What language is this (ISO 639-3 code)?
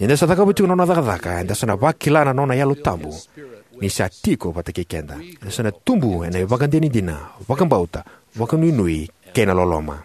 fij